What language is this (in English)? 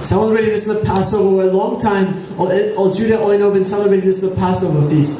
Tok Pisin